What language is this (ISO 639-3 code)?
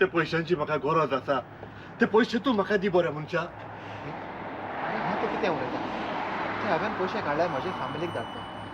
kok